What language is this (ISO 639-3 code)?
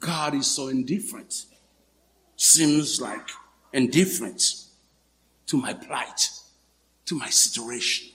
hat